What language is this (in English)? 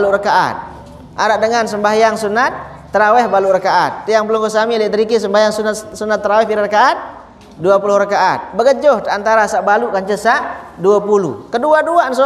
Sasak